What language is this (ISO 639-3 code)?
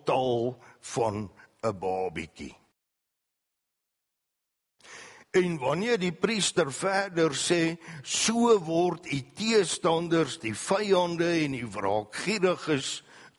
afr